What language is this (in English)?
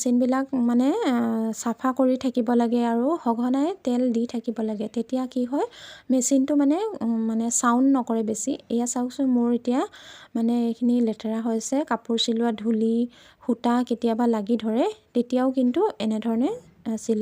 Assamese